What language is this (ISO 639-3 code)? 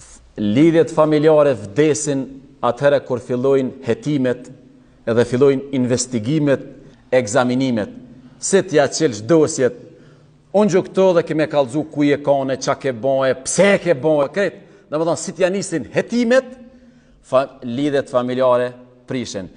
sqi